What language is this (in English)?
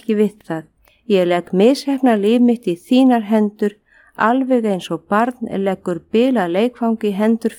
Icelandic